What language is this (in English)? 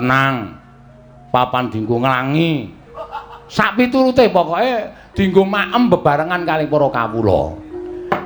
Javanese